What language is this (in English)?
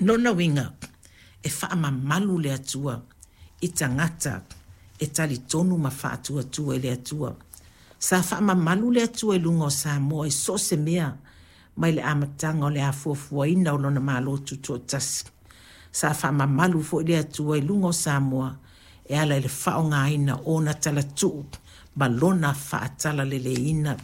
Samoan